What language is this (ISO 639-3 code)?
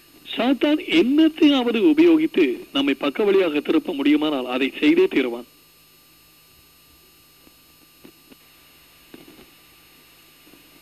tam